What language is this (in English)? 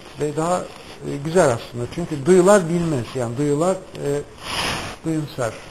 Turkish